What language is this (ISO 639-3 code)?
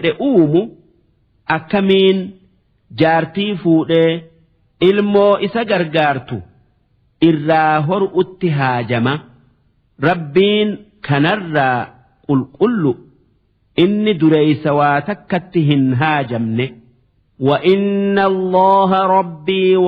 orm